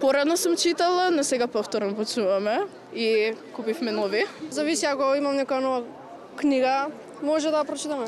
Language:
Macedonian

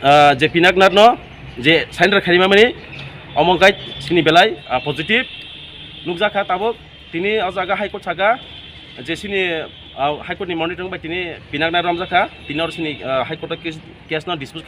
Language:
Riang (India)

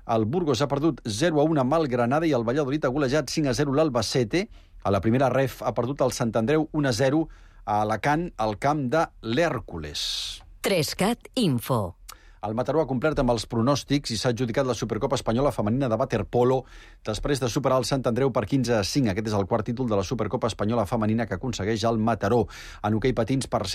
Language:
Catalan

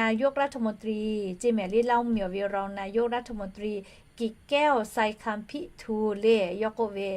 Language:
Lahu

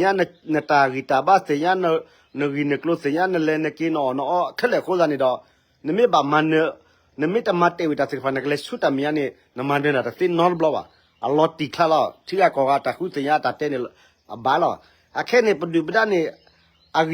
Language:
S'gaw Karen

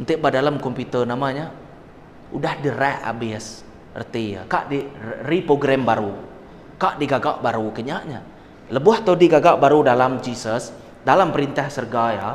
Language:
Iban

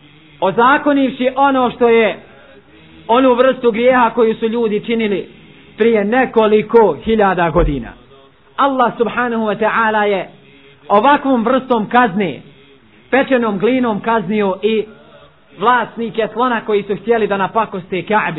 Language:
Bosnian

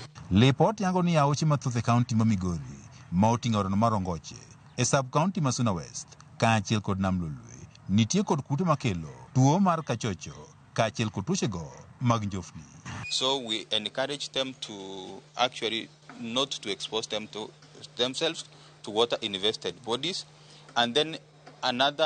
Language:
Luo (Kenya and Tanzania)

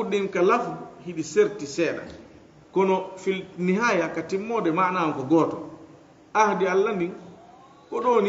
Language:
Fula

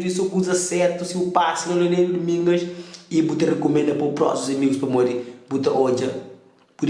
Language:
Kabuverdianu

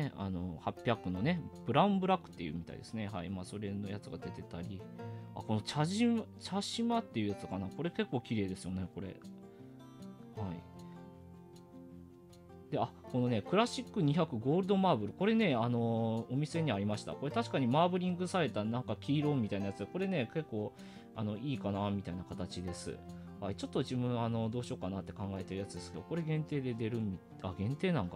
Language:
Japanese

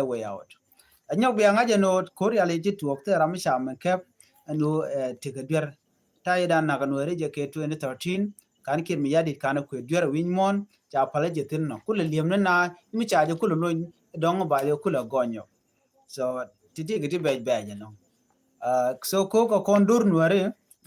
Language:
Nuer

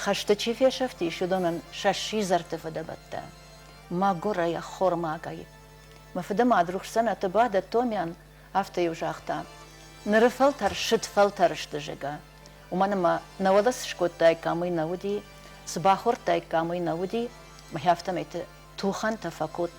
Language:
Ossetic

